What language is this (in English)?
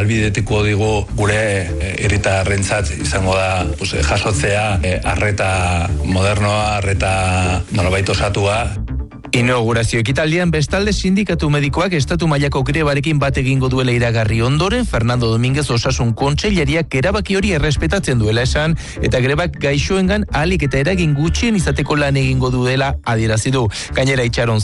Basque